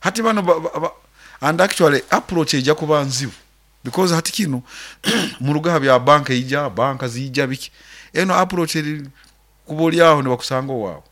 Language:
Nyoro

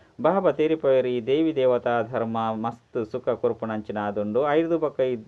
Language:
Tulu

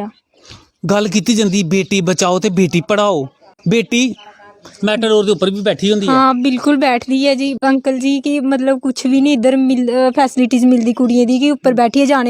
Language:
Dogri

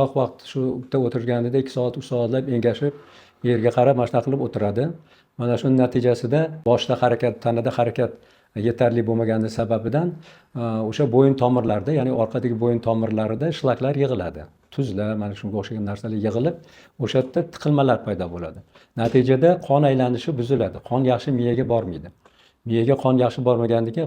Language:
Uzbek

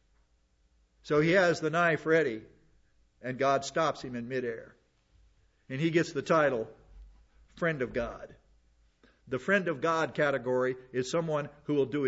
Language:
English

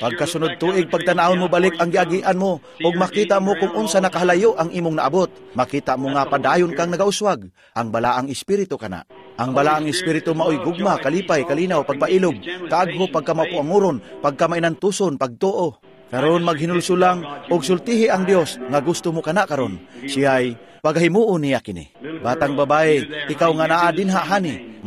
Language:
Cebuano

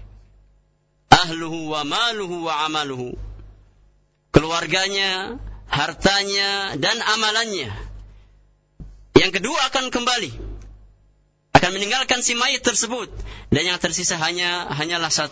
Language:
Indonesian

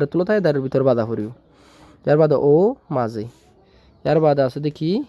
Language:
Rohingya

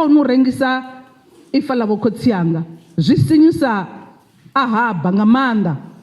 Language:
Venda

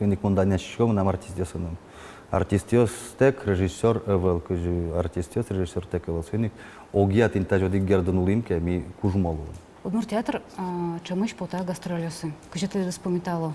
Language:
Udmurt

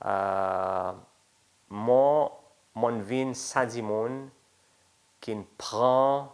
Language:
Seselwa Creole French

